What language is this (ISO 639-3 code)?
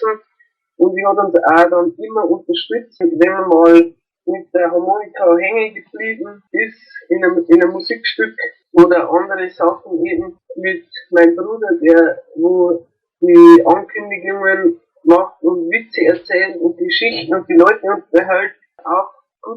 bar